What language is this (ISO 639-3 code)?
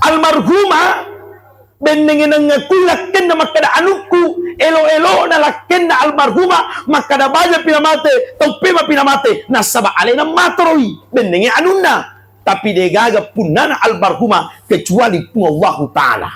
bug